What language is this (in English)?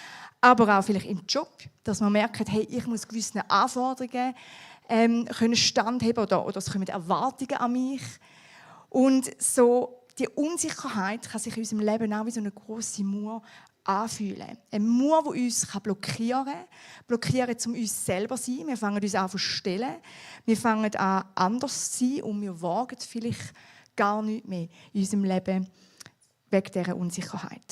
Swiss German